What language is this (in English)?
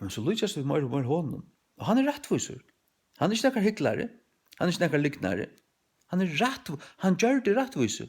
Faroese